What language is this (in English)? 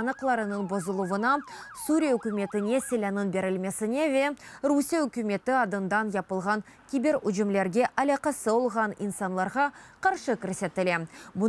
Crimean Tatar